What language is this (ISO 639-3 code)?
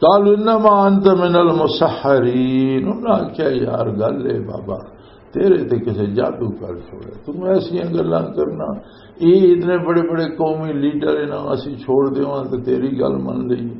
lah